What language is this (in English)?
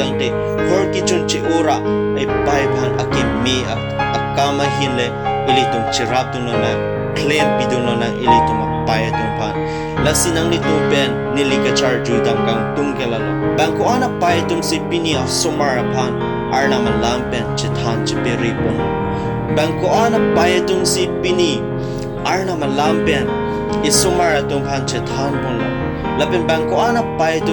Karbi